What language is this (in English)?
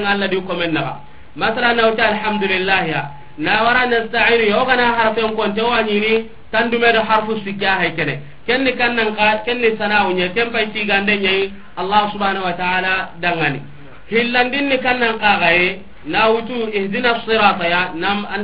Soninke